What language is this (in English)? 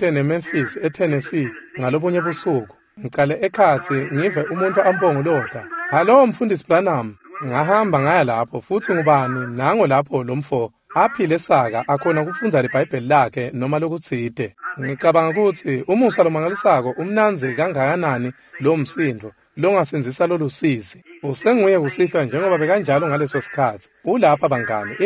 Swati